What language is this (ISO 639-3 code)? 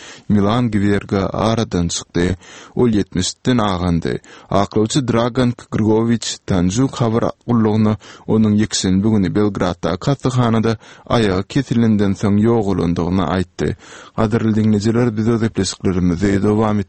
tuk